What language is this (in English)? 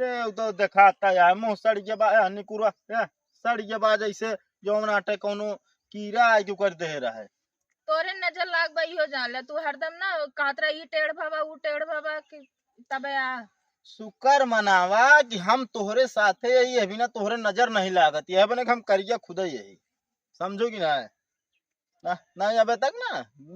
Awadhi